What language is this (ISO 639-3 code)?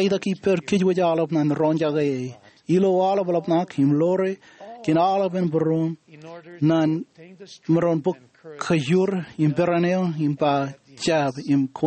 mah